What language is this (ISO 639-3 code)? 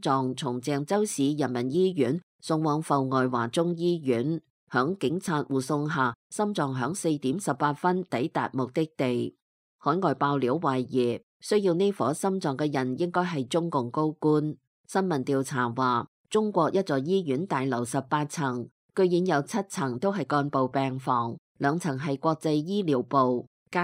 yue